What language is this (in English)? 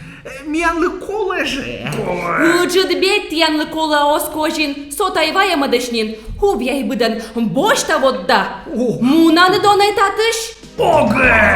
Komi